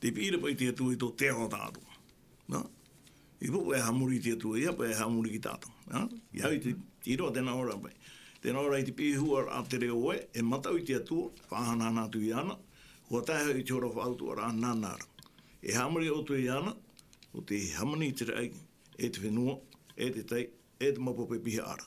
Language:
Tahitian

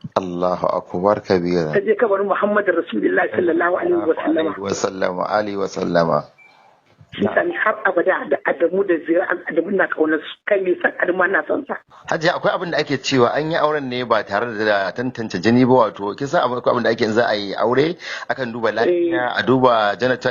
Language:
Hausa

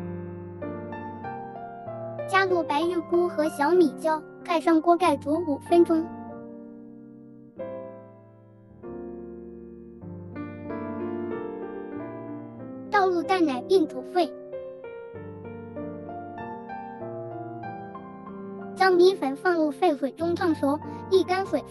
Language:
Chinese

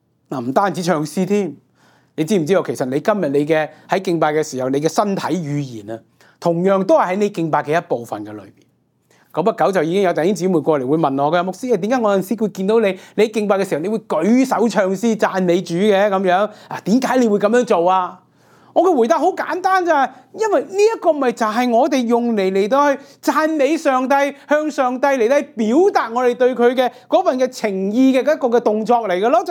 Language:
Cantonese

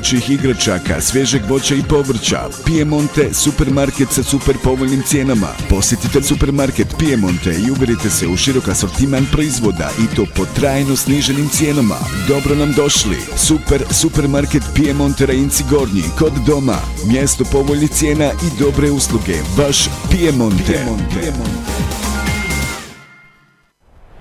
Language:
Bosnian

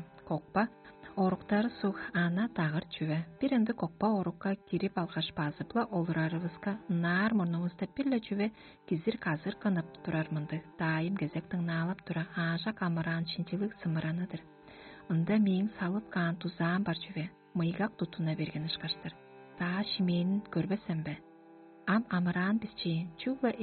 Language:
Tuvinian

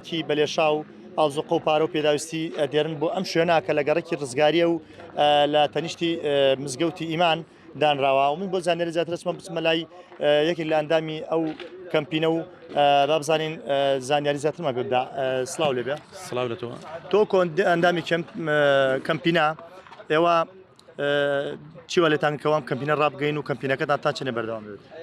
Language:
Central Kurdish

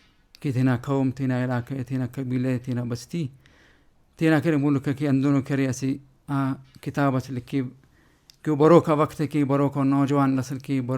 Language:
Brahui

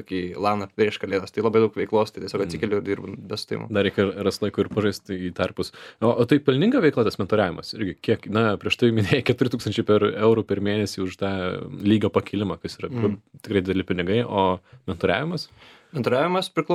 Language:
Lithuanian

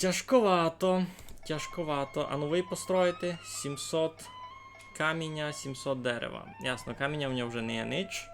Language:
Rusyn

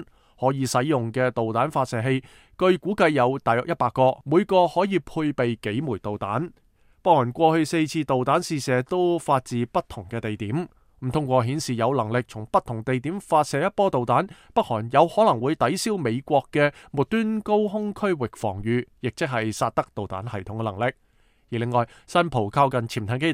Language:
Cantonese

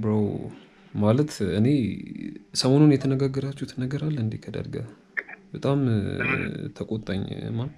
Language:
Amharic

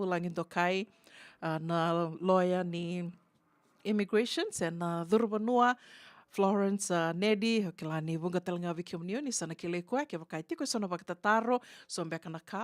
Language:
Fijian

